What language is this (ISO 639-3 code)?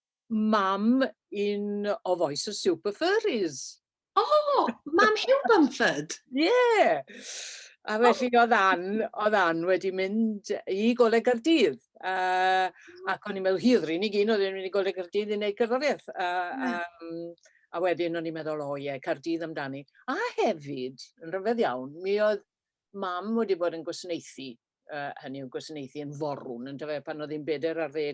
cym